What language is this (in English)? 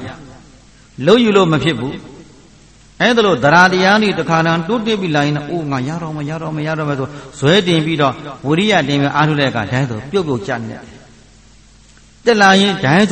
Burmese